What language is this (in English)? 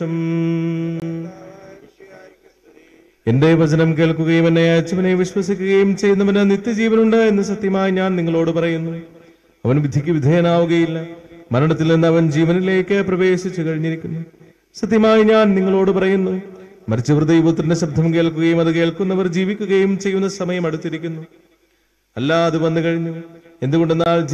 Malayalam